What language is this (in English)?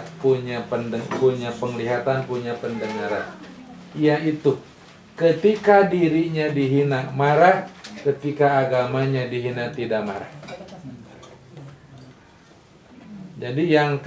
Indonesian